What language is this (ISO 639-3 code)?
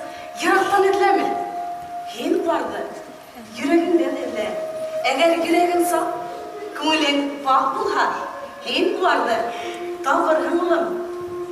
bak